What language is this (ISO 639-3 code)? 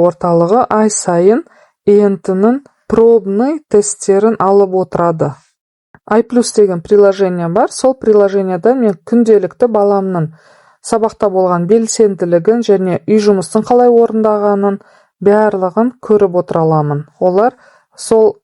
kaz